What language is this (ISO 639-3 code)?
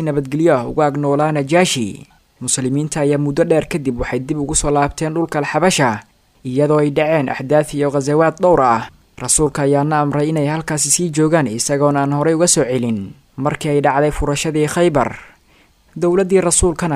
som